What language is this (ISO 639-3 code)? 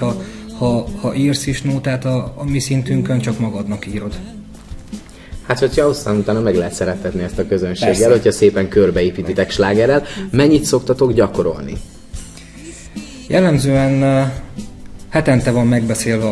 hun